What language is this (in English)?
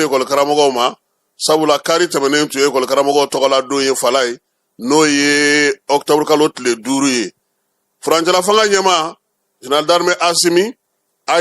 Bambara